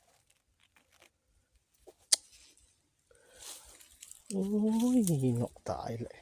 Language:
Lao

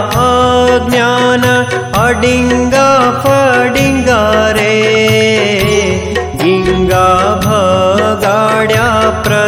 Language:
Gujarati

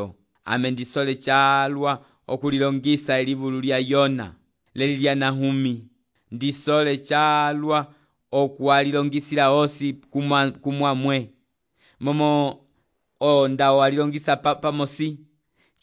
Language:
Umbundu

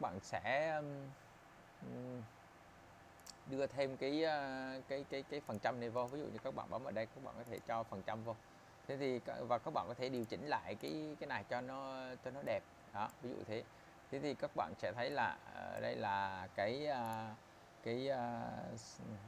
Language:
Vietnamese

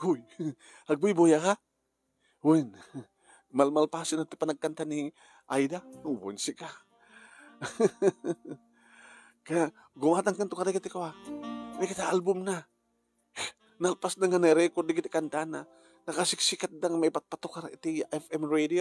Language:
Iloko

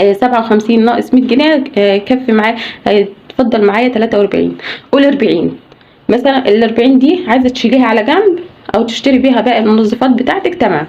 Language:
Egyptian Arabic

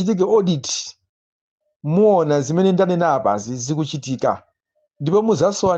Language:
Nyanja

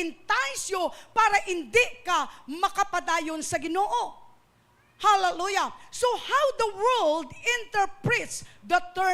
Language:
Hiligaynon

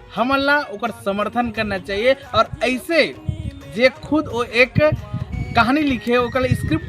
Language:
Chhattisgarhi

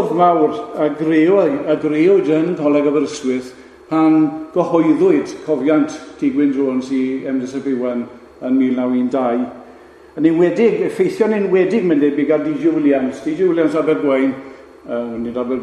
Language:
Welsh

